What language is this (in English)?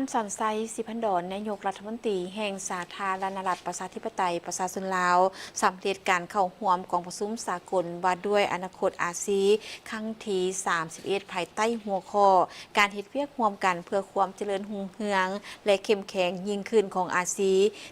Lao